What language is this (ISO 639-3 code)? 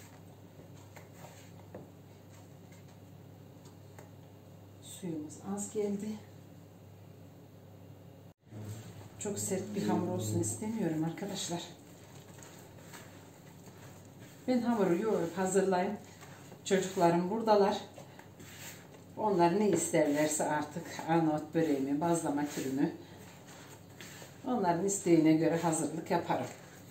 tur